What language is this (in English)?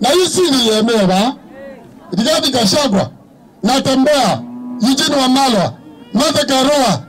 Kamba